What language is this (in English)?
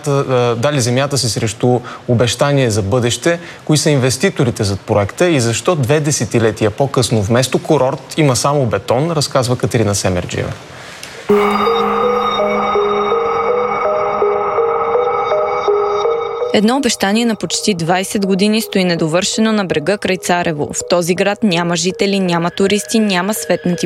Bulgarian